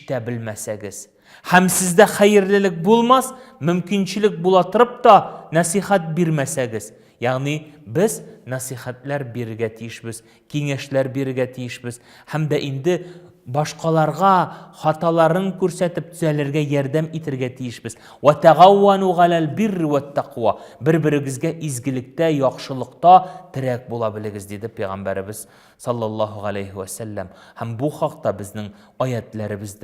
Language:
Tatar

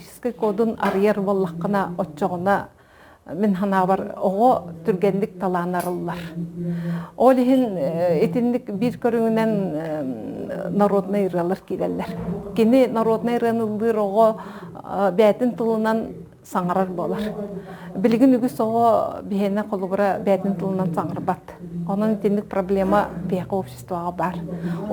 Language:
Yakut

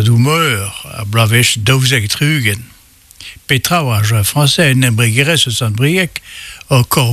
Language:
Breton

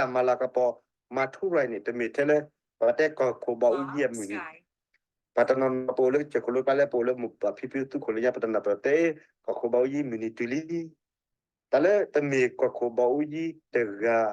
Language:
S'gaw Karen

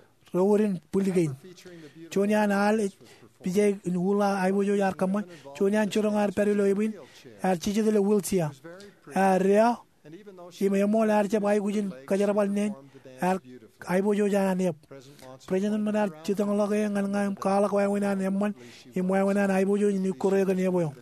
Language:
Marshallese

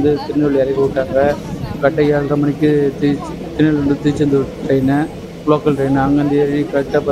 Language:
Tamil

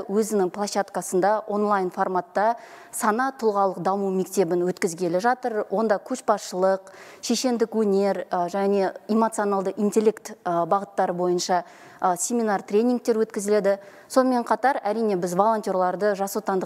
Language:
Kazakh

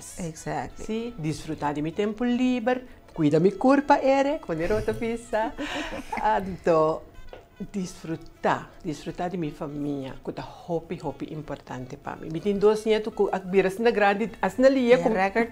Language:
Papiamento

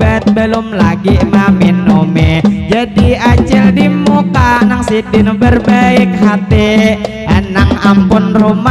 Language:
Banjar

